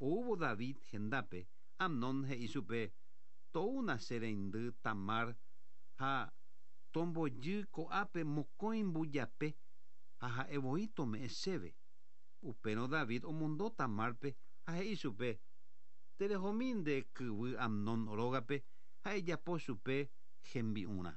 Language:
Guarani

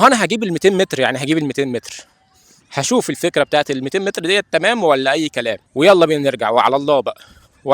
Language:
Egyptian Arabic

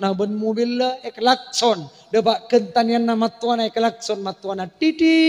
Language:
Madurese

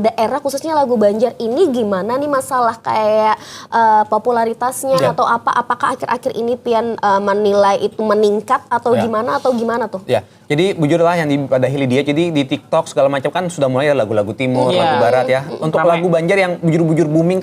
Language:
Banjar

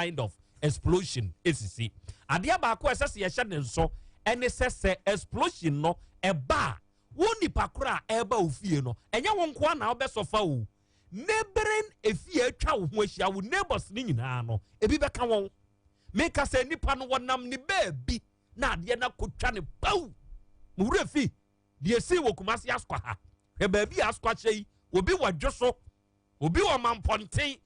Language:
Akan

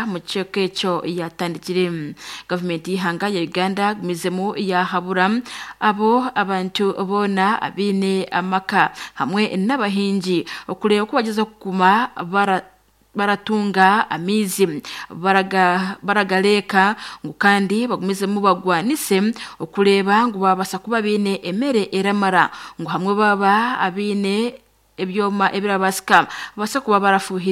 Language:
Nyankole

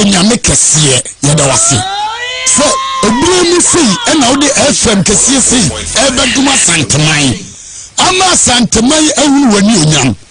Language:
Akan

